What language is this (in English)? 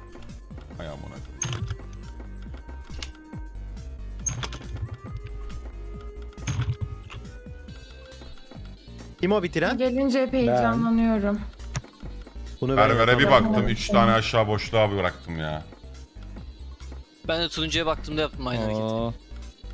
Turkish